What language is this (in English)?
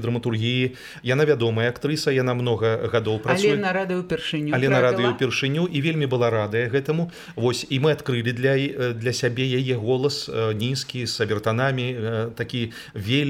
Belarusian